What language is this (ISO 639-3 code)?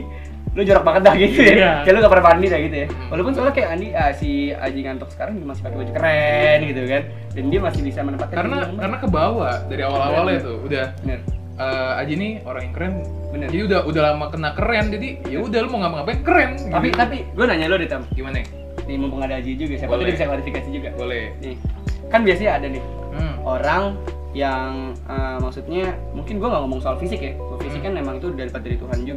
ind